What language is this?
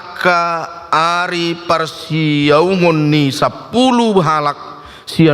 Batak Toba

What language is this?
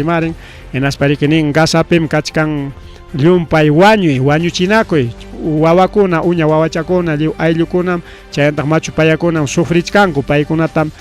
Ayacucho Quechua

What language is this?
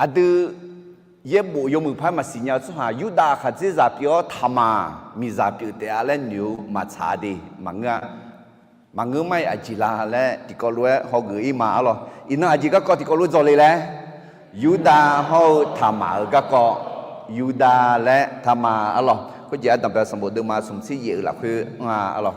Akha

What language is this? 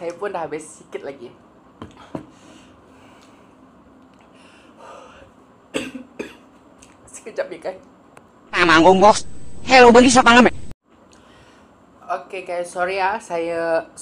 Malay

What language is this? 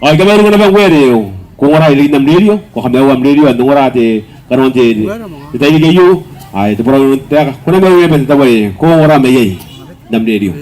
Gilbertese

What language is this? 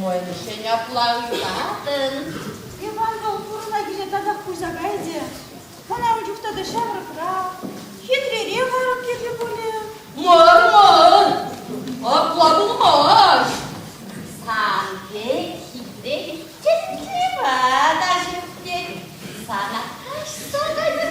Chuvash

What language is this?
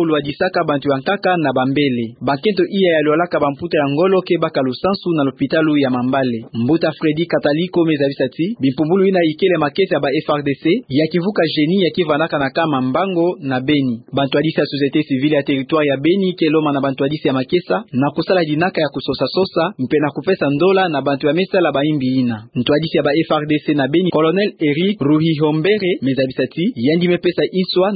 Kituba (Democratic Republic of Congo)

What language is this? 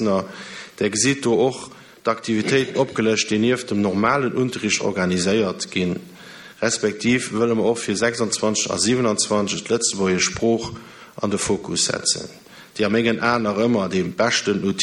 Luxembourgish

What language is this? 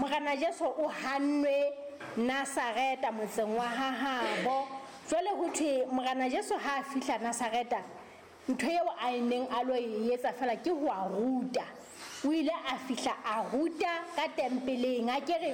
Southern Sotho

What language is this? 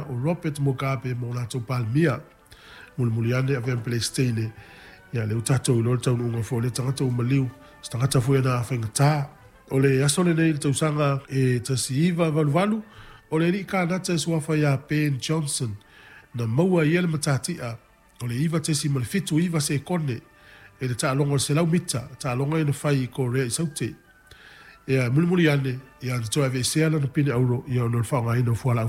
Samoan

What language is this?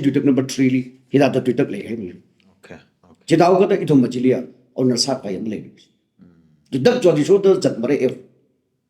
Tangkhul Naga (India)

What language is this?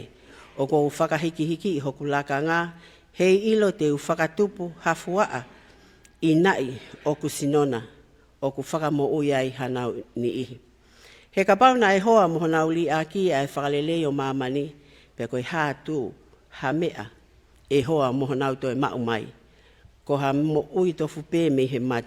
Tongan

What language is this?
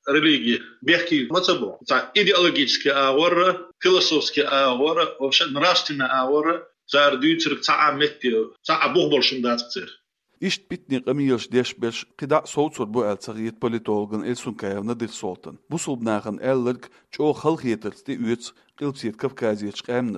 Chechen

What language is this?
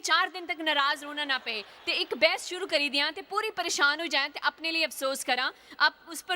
Dogri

